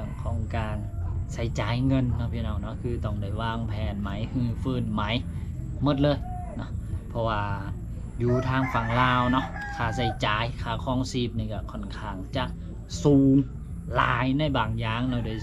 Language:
Lao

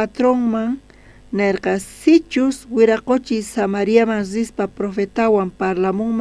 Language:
South Bolivian Quechua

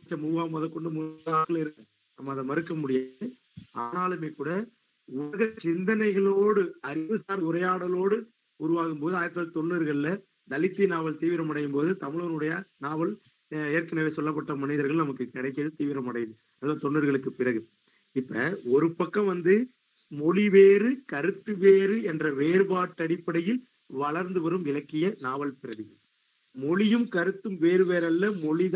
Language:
Tamil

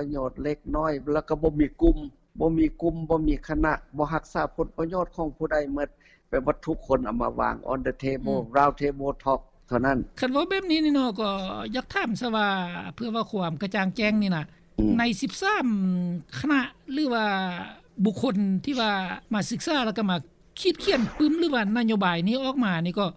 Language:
Lao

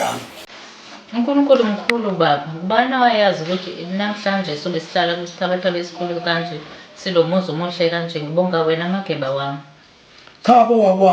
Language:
Zulu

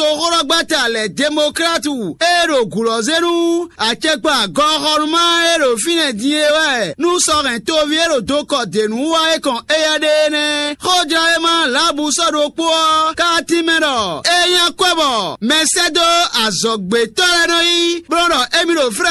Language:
Fon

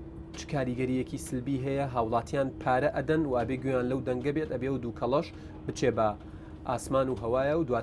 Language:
Central Kurdish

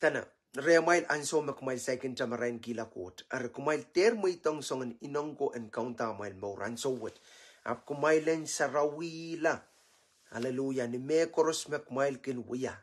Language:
Pohnpeian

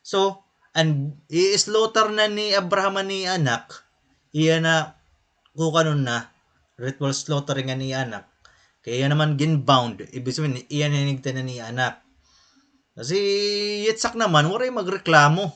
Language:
Waray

